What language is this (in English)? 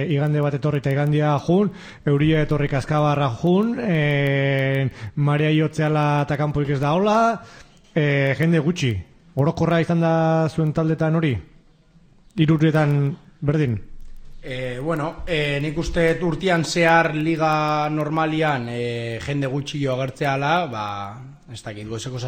Basque